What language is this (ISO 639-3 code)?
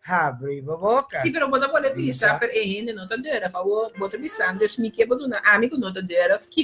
pap